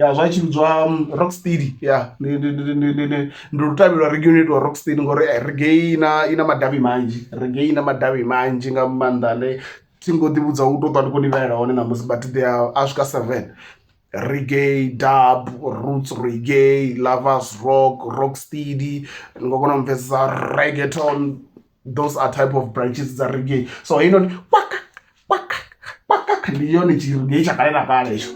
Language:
Venda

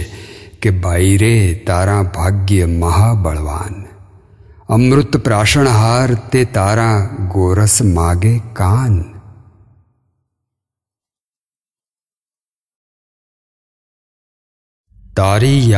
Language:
Gujarati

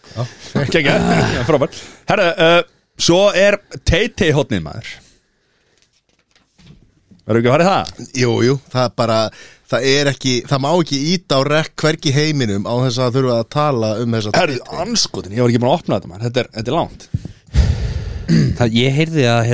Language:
Icelandic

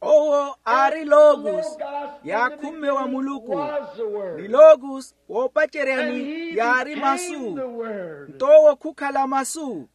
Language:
Makhuwa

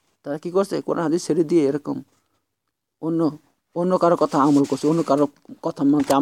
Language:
Bangla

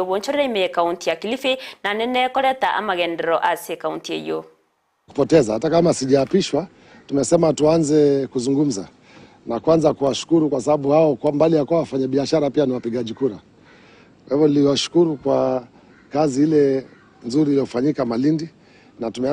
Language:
Gusii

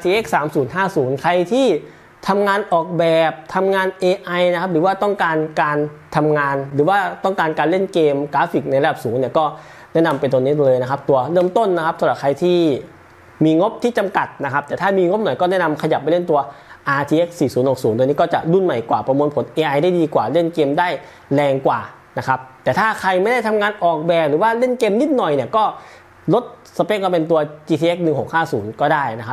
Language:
Thai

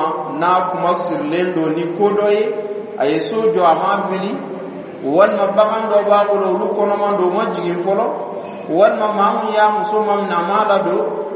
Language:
Dyula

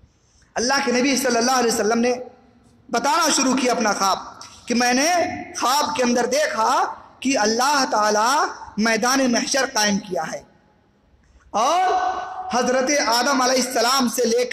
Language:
Urdu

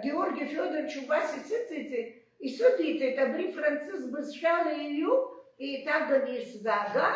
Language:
Abkhazian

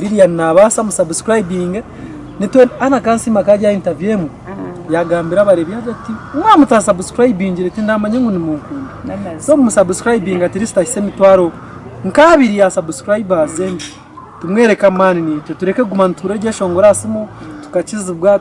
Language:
Nyankole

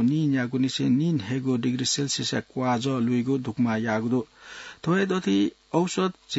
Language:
Newari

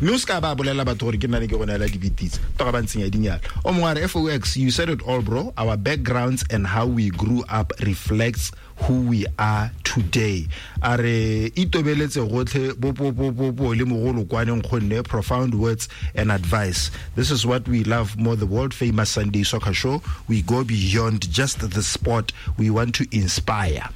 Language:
Tswana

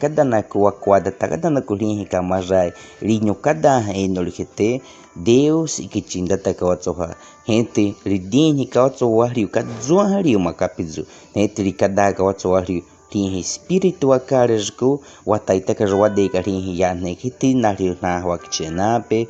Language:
Baniwa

